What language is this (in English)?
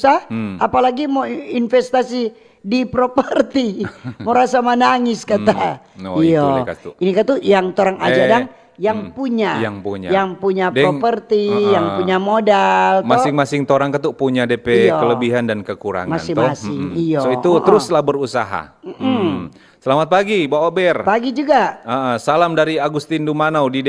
Manado Malay